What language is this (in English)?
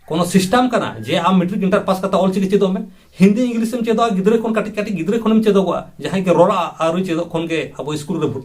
Santali